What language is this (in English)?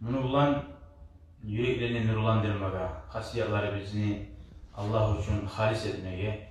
Kumyk